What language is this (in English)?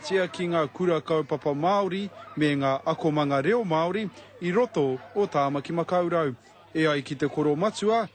Māori